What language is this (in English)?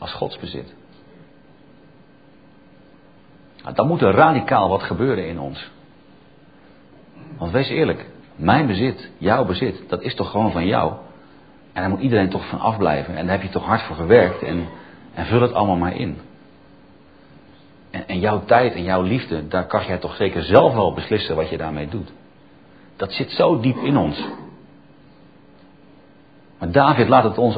Dutch